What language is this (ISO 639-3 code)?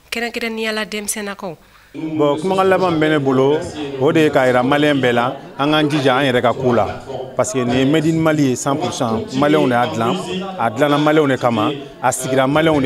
bam